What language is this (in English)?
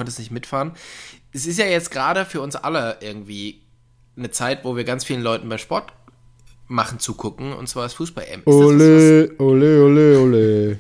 German